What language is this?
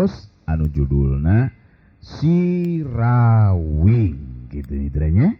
Sundanese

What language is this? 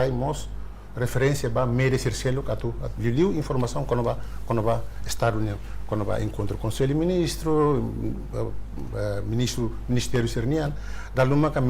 Tetum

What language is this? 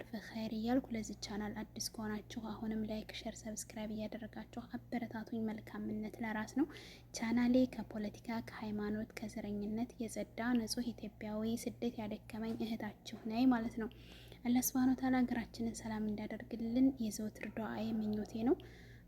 Amharic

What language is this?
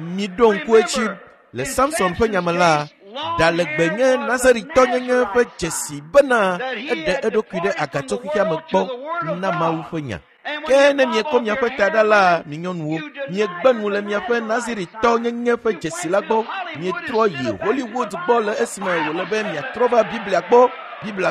Ewe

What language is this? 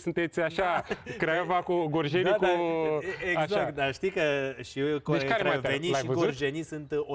Romanian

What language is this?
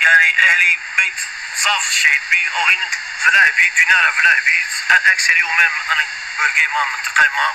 Zaza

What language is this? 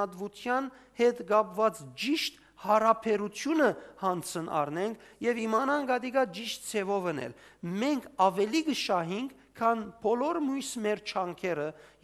Western Armenian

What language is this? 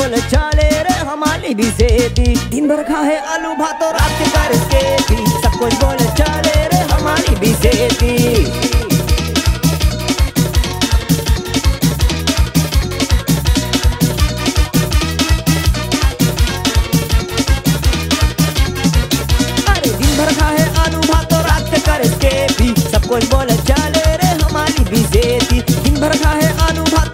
Bhojpuri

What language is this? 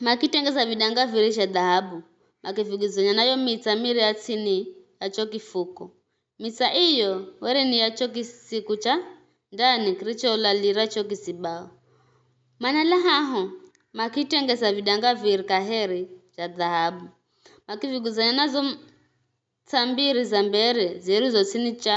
Giryama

